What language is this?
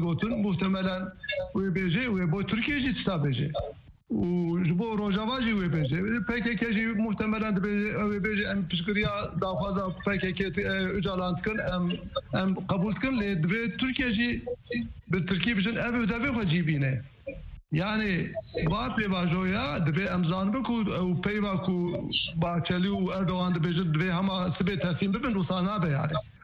Kurdish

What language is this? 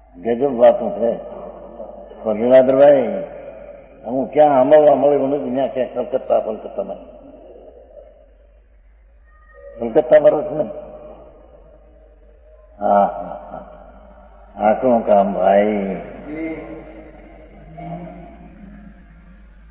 Gujarati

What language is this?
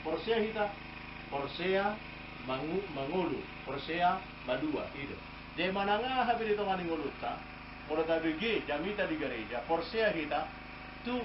Batak Toba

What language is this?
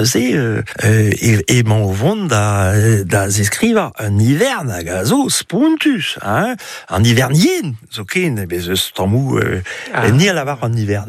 Breton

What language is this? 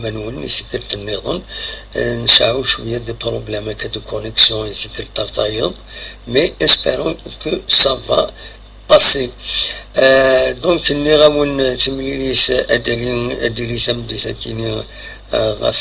Kabyle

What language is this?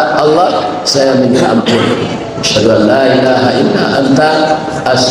Minangkabau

